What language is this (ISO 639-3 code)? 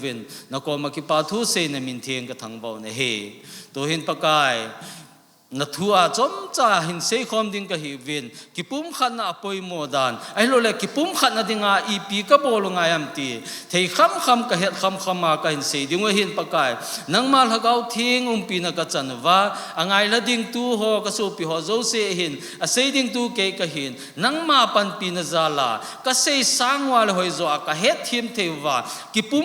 tcz